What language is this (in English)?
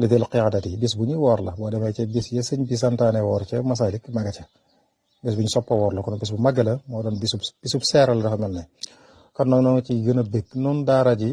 Wolof